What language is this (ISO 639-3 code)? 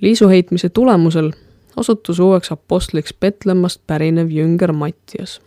est